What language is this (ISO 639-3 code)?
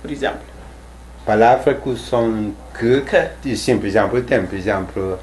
kea